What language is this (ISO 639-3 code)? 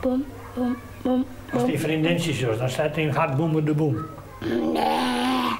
fry